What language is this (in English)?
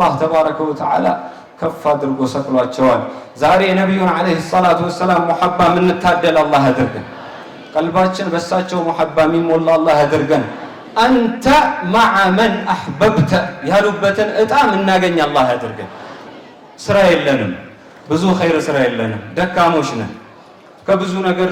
Amharic